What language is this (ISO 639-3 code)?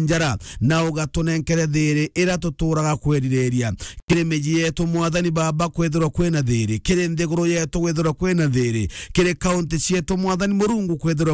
mer